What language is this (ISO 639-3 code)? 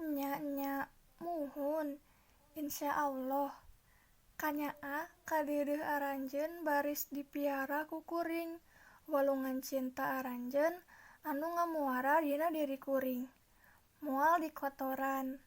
sun